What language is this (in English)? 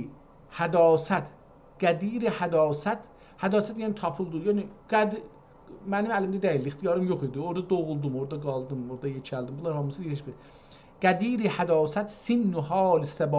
South Azerbaijani